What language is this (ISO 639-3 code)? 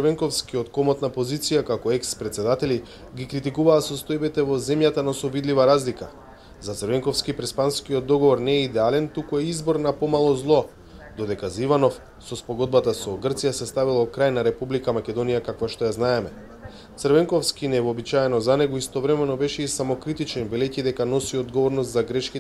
mkd